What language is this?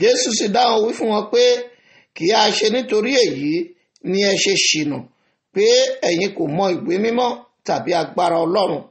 Yoruba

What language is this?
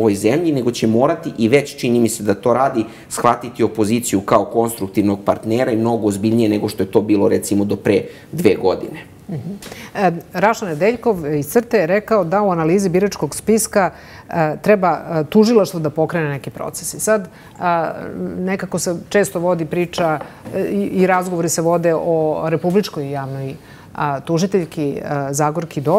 Serbian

